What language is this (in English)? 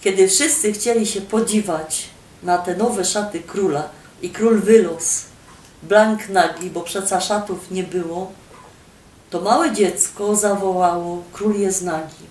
Silesian